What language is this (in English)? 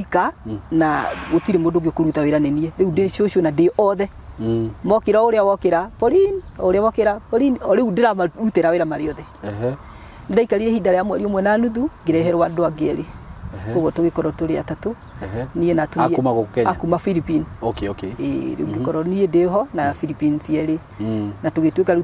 Kikuyu